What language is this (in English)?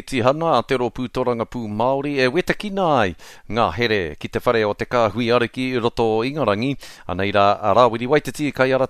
Māori